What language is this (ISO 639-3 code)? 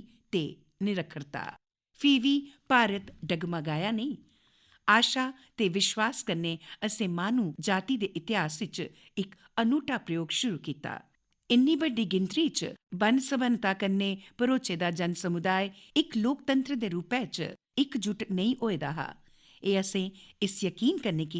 doi